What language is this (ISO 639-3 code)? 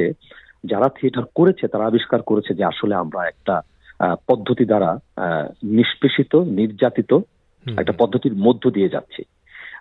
ben